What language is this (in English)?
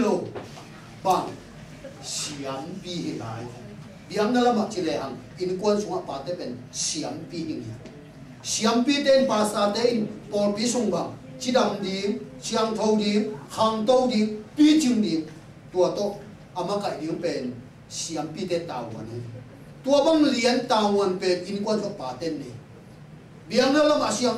Tedim Chin